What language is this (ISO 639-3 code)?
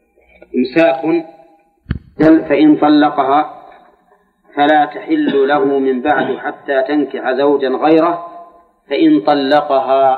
ara